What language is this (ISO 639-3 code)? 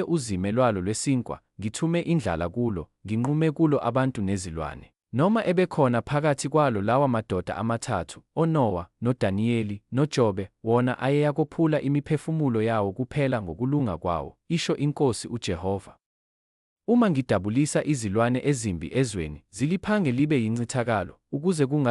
zul